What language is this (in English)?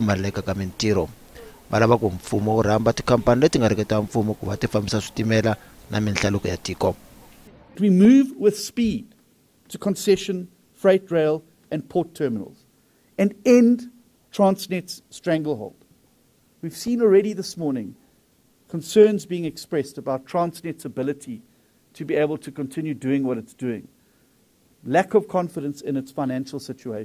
Tsonga